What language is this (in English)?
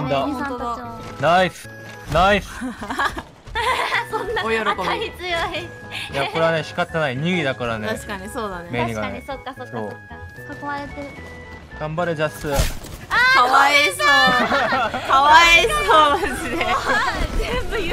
Japanese